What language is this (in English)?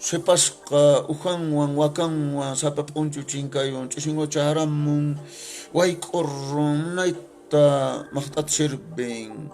Quechua